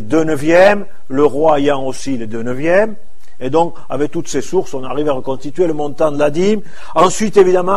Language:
French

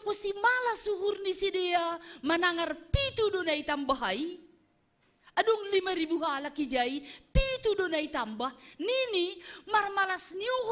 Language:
Batak Simalungun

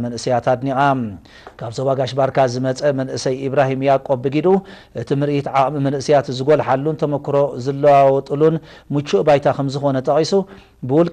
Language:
Tigrinya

